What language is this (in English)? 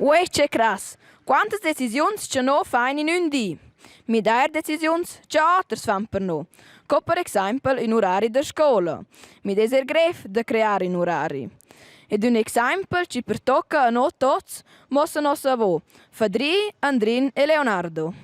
Romansh